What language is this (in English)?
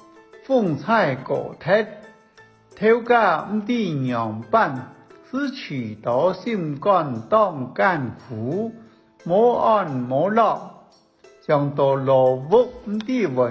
Hakka Chinese